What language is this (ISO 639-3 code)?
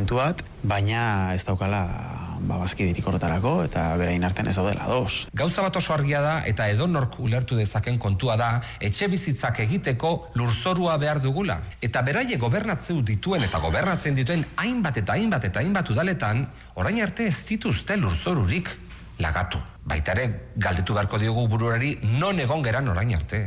eus